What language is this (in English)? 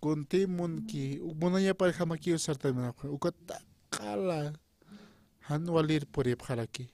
Aymara